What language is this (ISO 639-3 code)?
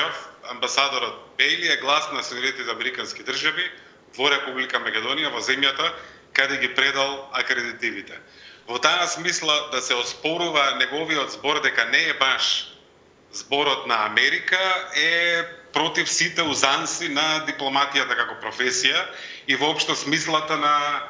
mkd